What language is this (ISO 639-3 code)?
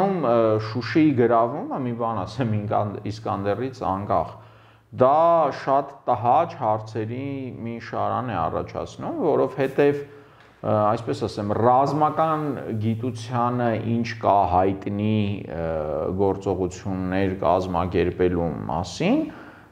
hye